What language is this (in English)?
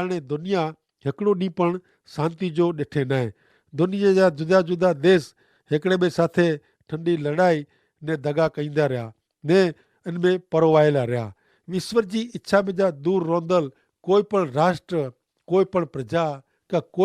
Kachhi